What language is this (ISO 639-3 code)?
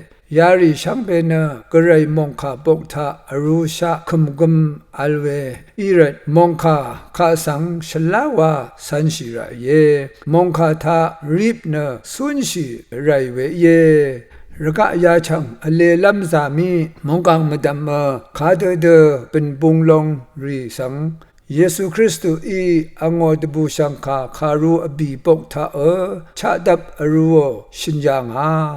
raw